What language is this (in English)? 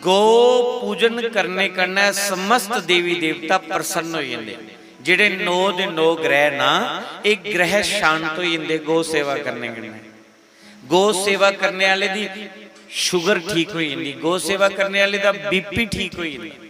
Dogri